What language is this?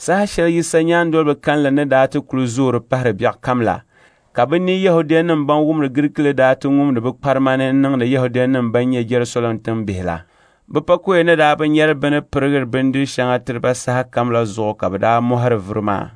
Dagbani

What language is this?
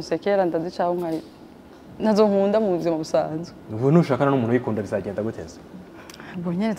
Kinyarwanda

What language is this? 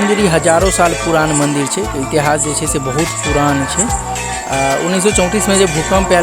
Maithili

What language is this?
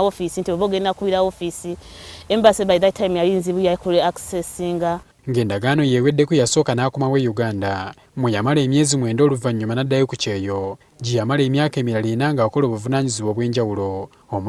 Ganda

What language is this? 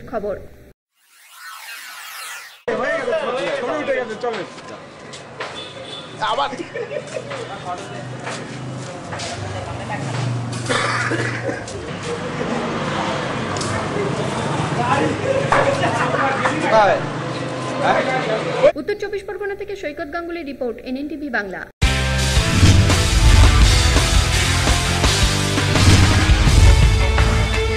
Bangla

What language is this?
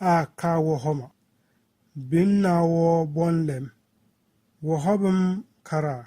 Bissa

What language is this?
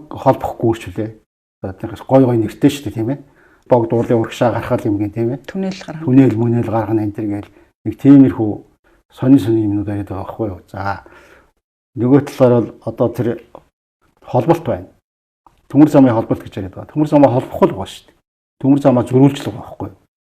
Mongolian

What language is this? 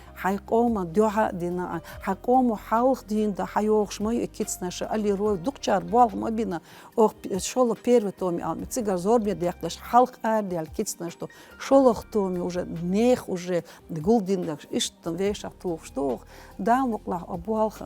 Chechen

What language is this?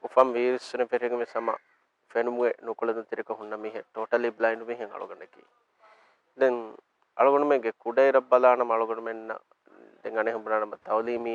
Divehi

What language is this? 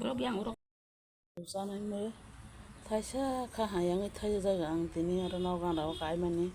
Kok Borok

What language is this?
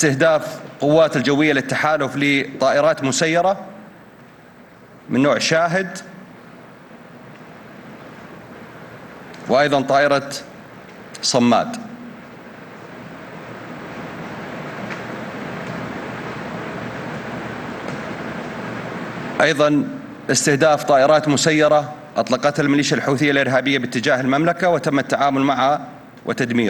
Arabic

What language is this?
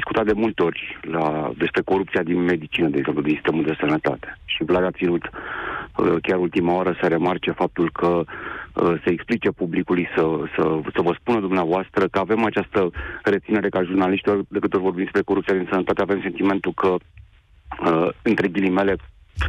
Romanian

